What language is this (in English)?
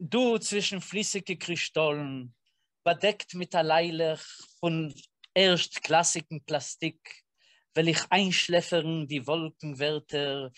Yiddish